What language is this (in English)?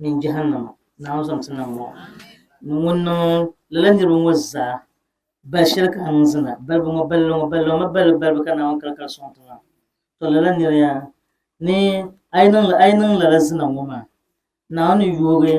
Dagbani